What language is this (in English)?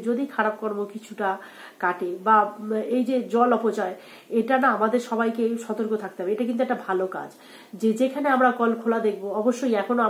Bangla